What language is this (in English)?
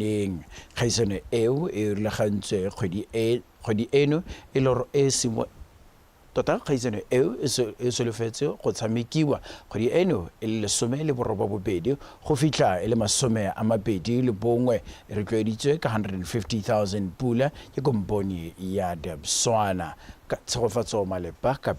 Tswana